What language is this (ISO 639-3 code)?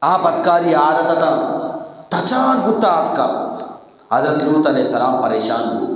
bgp